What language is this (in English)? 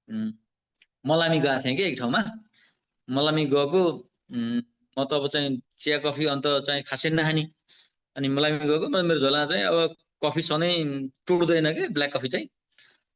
Nepali